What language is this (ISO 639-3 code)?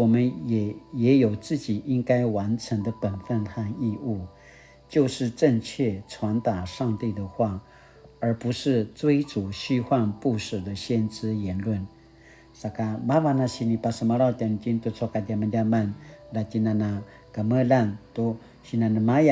pwn